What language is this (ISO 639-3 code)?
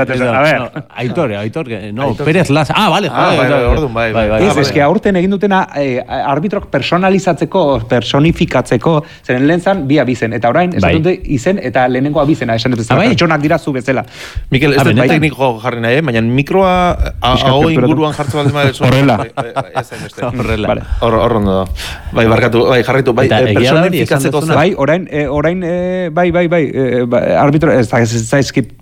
eus